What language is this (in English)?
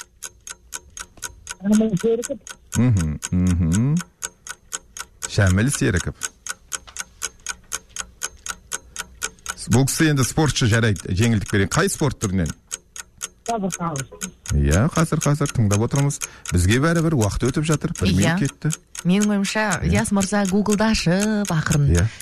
Kazakh